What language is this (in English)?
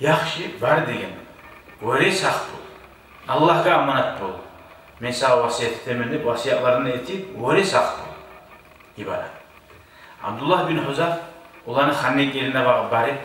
Kumyk